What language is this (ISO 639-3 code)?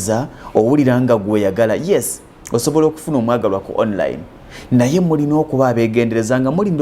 lug